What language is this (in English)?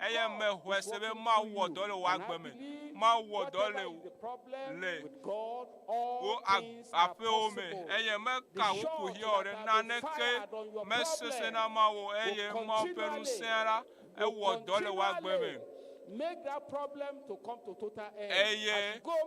Ewe